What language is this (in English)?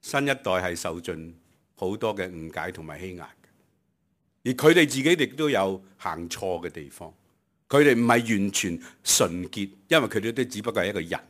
Cantonese